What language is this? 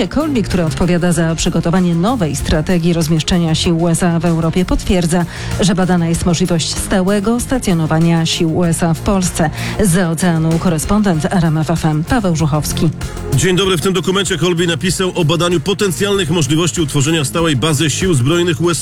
Polish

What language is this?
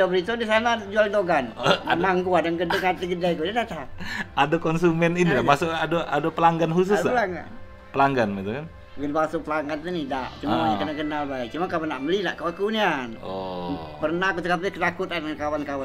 Musi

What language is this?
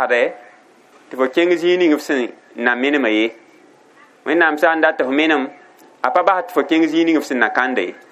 Mossi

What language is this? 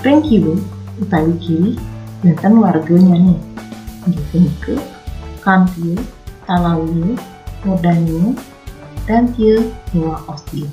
Balinese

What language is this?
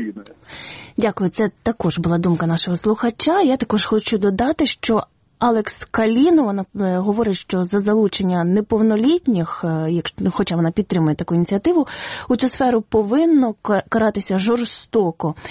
Ukrainian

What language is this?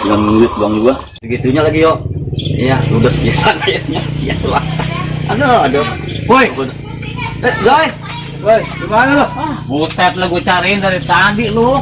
Betawi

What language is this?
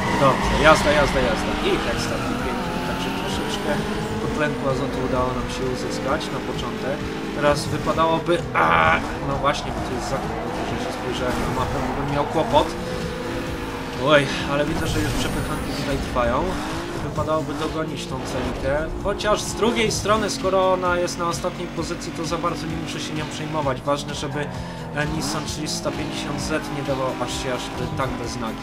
Polish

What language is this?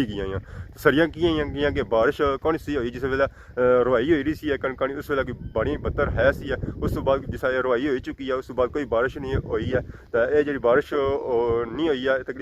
Pahari-Potwari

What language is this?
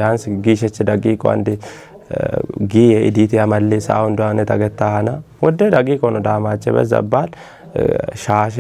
Kafa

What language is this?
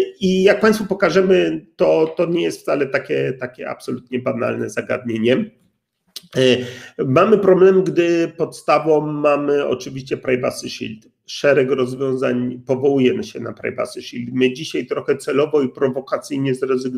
Polish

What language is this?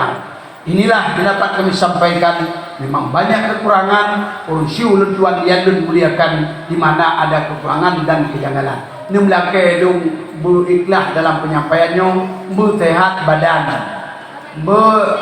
Achinese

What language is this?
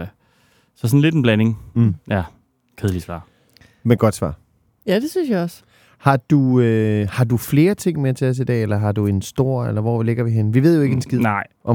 Danish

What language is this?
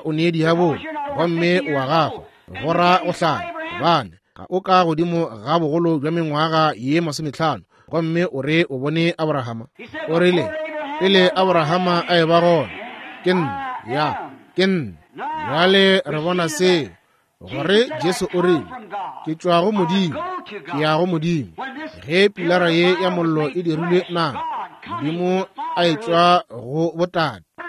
Northern Sotho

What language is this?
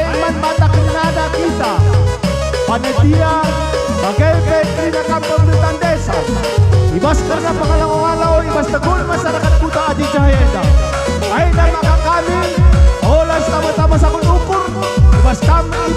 Batak Karo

